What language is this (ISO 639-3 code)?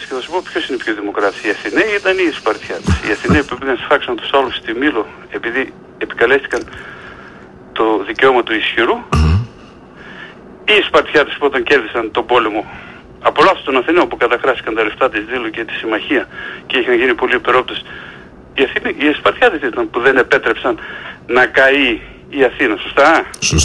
ell